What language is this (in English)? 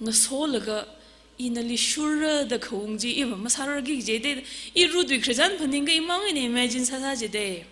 Tangkhul Naga (India)